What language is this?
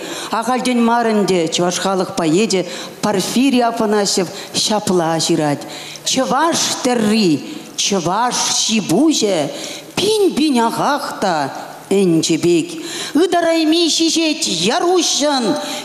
Chuvash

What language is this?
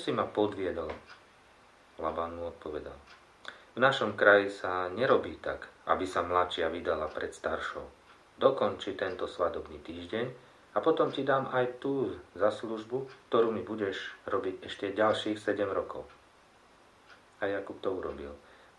Slovak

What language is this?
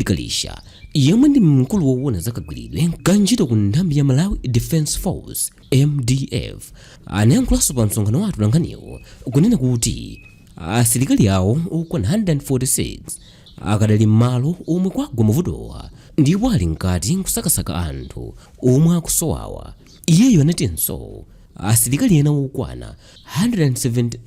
Nyanja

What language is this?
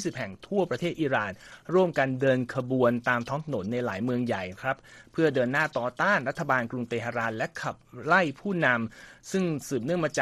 Thai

